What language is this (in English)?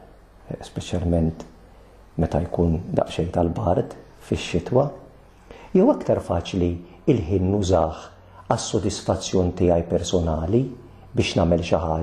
Maltese